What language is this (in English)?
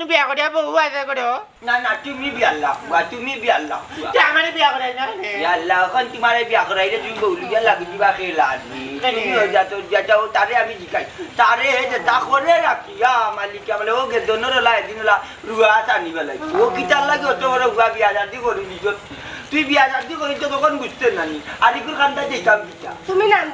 Sylheti